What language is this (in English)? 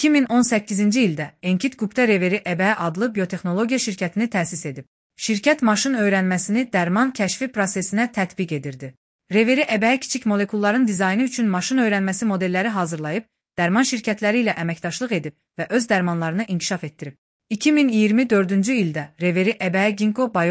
Azerbaijani